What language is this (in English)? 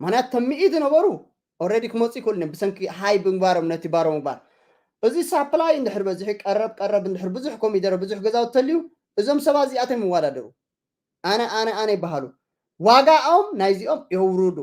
Tigrinya